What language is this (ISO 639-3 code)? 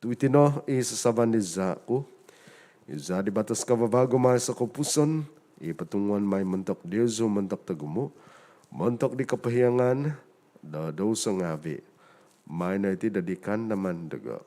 dtp